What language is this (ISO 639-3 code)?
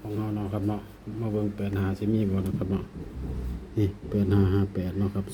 tts